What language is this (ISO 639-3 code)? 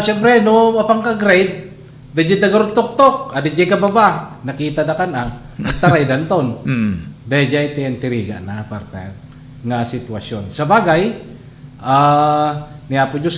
ilo